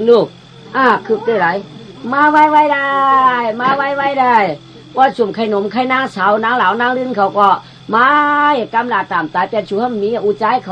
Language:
Shan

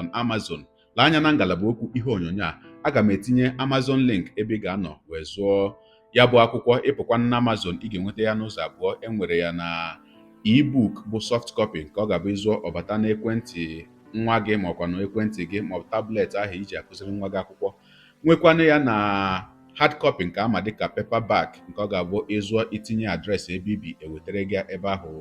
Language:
Igbo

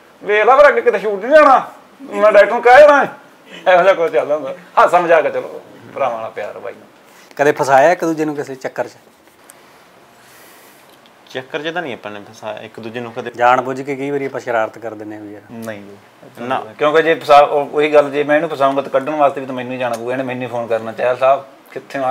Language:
Punjabi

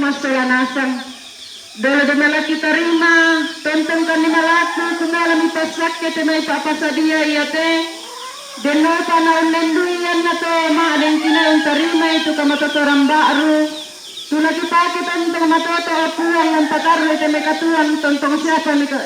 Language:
Toraja-Sa'dan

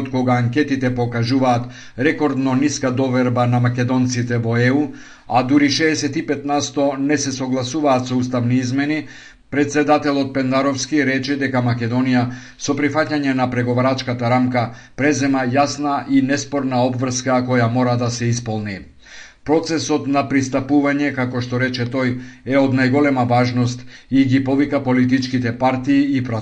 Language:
Macedonian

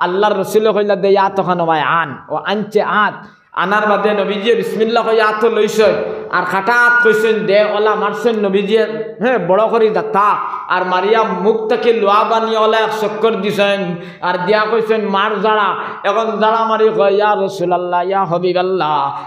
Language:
Sylheti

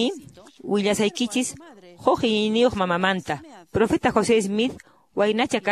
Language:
Quechua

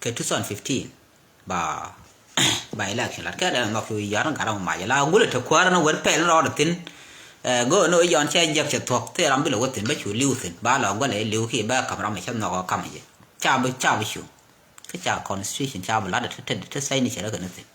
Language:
Nuer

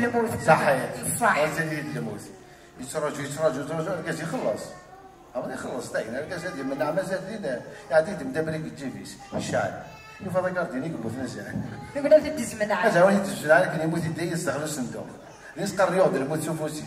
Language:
Kabyle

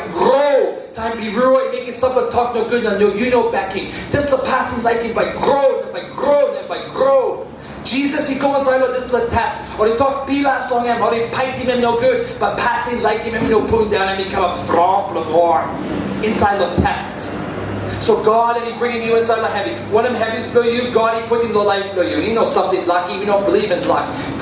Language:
Tok Pisin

